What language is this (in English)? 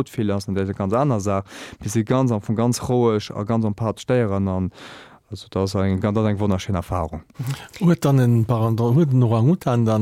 Luxembourgish